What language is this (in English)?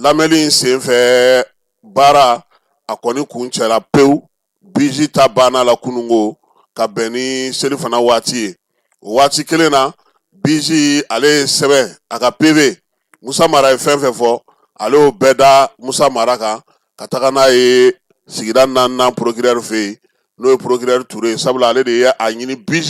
Bambara